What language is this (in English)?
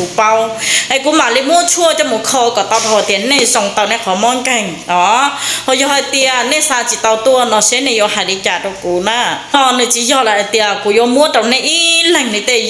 Hmong